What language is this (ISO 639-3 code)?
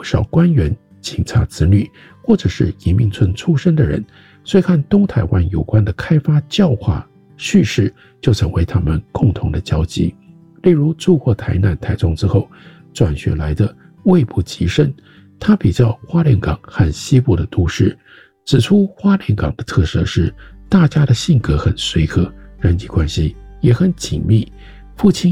zho